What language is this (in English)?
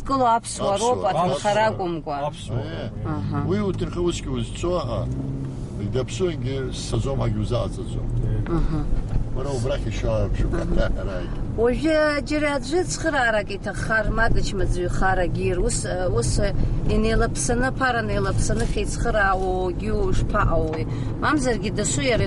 Abkhazian